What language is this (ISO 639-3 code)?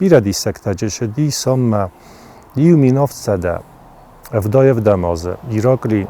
oss